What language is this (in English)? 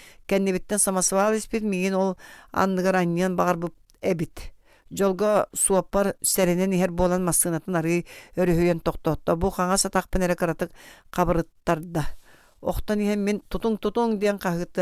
Yakut